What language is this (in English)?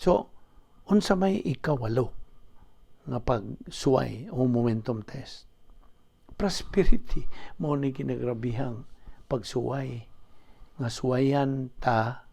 Cebuano